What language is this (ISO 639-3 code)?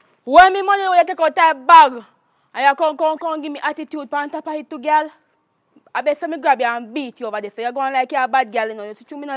jam